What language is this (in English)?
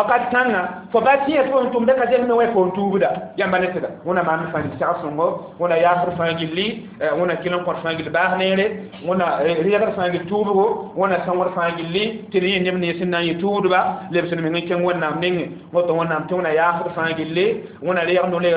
Mossi